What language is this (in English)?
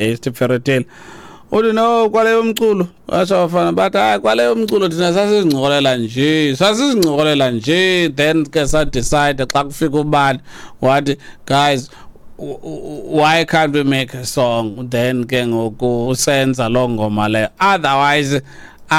Xhosa